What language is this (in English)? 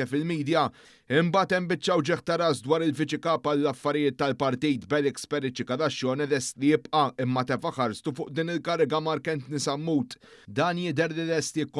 Maltese